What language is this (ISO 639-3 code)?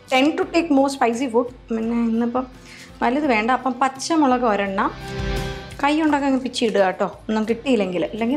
mal